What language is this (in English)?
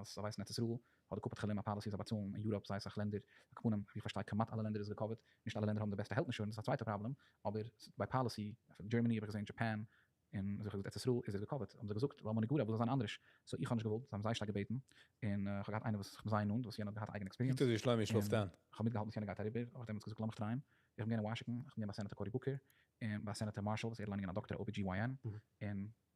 Yiddish